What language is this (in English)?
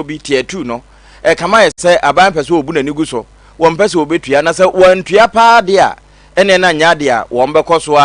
Akan